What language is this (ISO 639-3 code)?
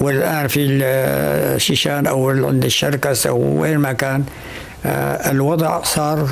apc